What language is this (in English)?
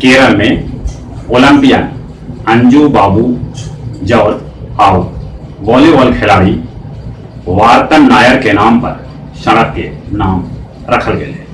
Magahi